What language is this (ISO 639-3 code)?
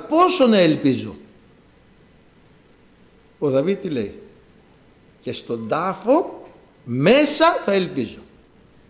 ell